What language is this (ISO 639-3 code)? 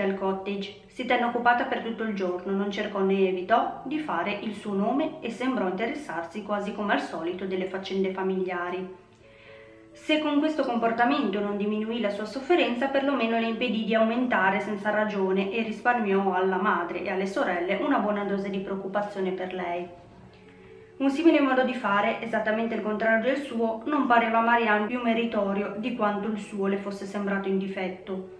ita